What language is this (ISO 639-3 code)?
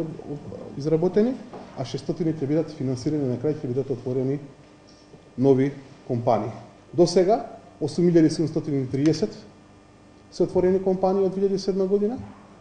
mkd